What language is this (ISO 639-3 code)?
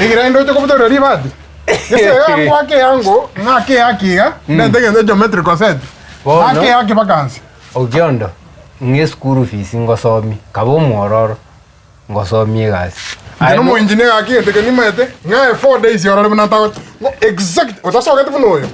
guz